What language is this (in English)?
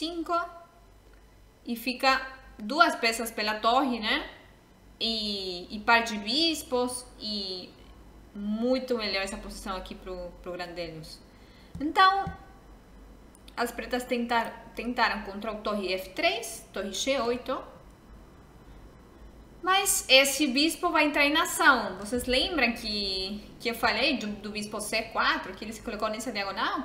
Portuguese